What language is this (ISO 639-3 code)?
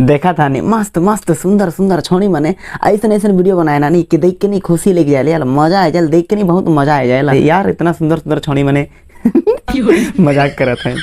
sck